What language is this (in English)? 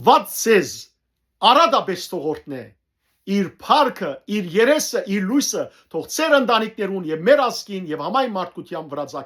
Western Armenian